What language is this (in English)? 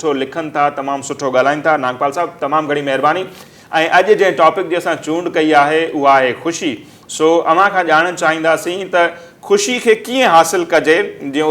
Sindhi